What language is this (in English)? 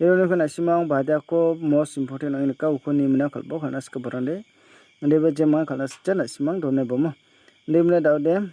Garo